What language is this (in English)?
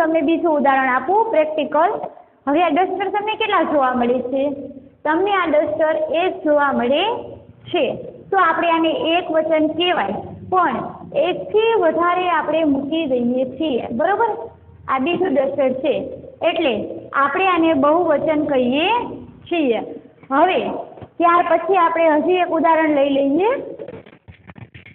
Gujarati